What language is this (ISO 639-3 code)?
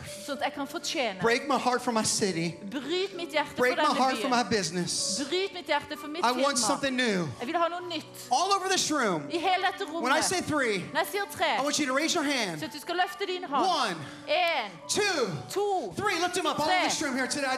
nor